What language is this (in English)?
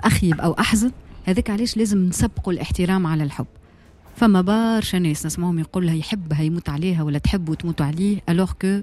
Tunisian Arabic